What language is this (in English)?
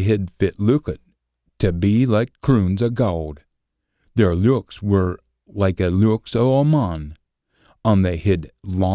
Scots